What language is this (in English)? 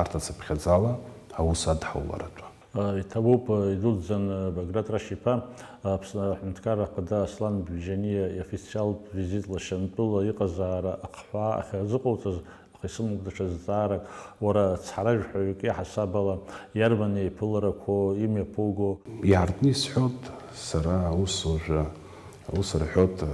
Abkhazian